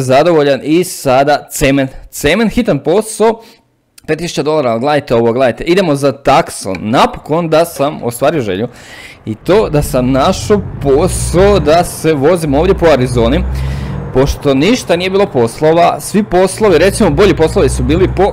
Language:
Croatian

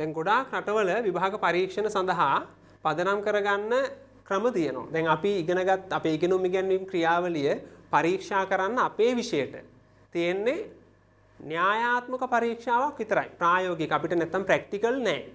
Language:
Sinhala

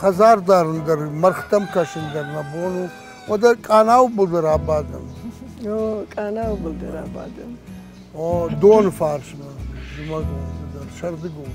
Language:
Ossetic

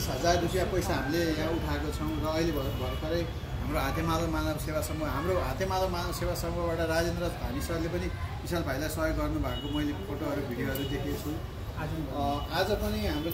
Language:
Nepali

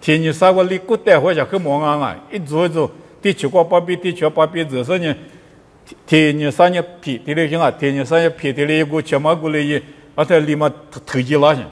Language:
Lisu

